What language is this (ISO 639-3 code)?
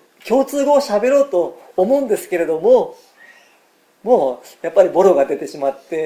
jpn